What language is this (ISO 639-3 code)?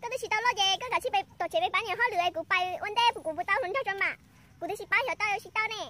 hmn